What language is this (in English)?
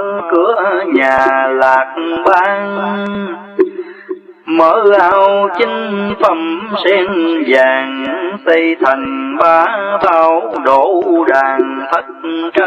Vietnamese